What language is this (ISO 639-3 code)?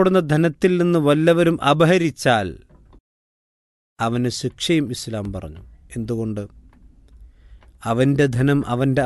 mal